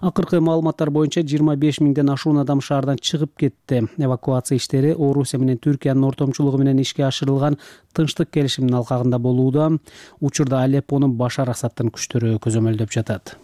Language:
Kyrgyz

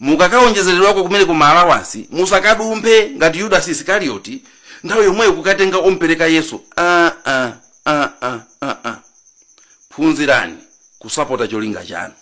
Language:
Nyanja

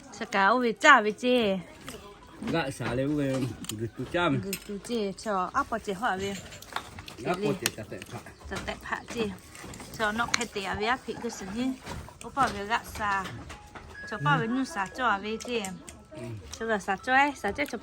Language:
Lahu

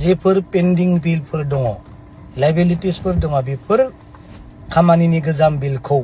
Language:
Bodo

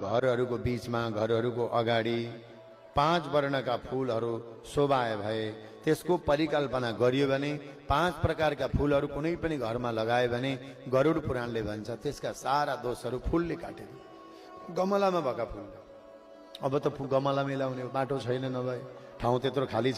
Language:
Nepali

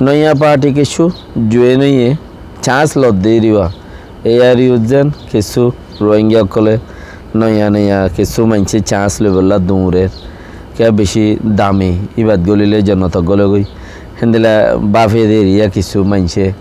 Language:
Rohingya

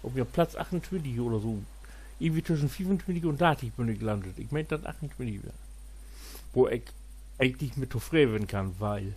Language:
Low German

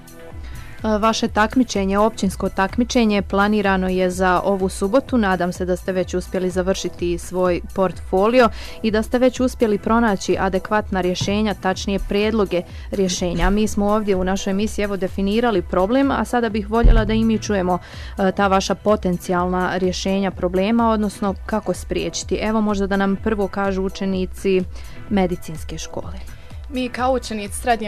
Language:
Bosnian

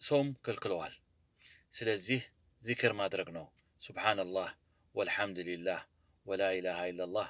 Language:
Amharic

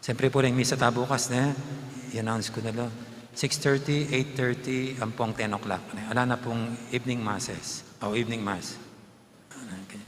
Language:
Pampanga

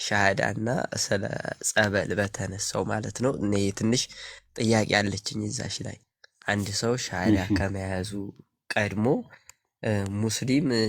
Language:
Amharic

